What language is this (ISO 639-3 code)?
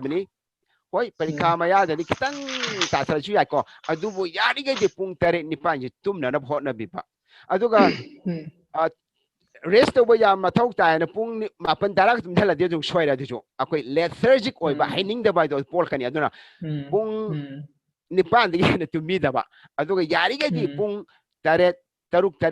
mni